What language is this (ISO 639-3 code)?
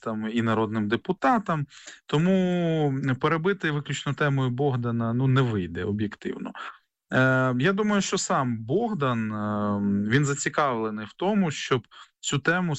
ukr